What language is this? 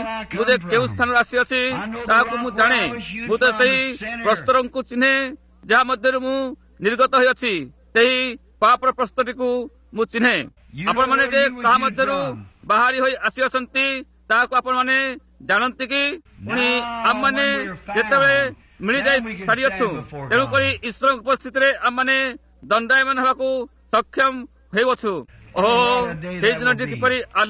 Odia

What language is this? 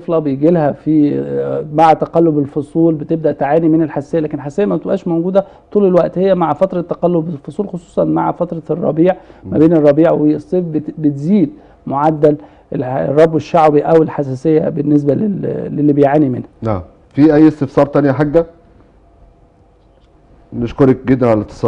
Egyptian Arabic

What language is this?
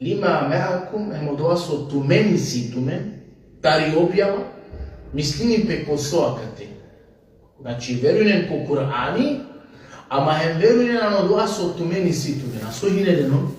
Balkan Romani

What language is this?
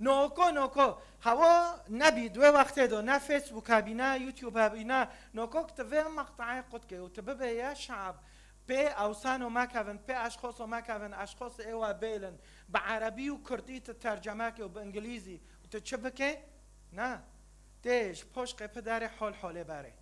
Kurdish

